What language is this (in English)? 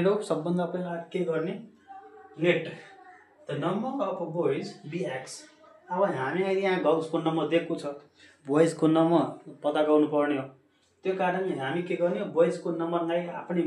Nepali